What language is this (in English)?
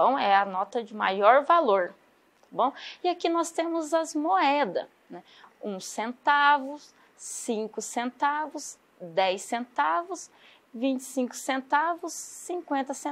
Portuguese